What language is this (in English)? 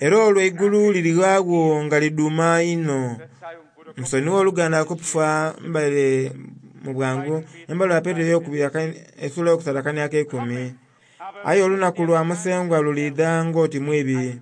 Soga